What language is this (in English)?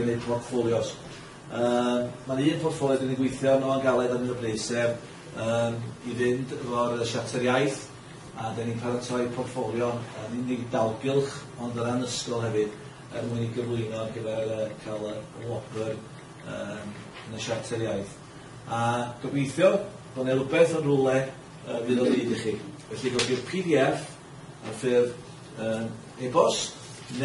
Welsh